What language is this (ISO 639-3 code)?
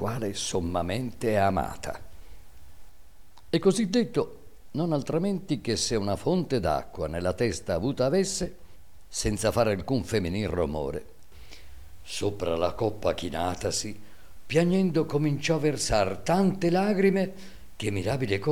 ita